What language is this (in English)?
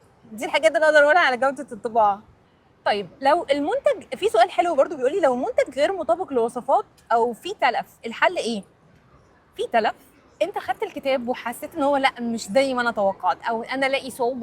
Egyptian Arabic